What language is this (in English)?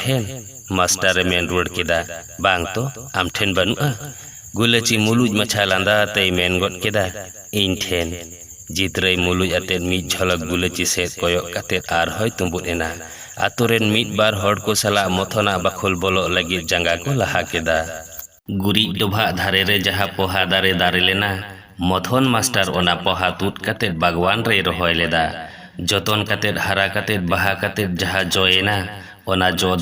Santali